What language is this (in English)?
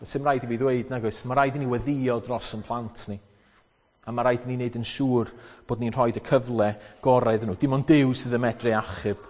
Welsh